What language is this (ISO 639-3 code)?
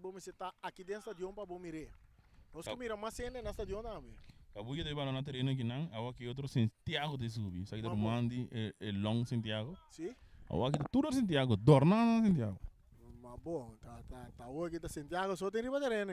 pap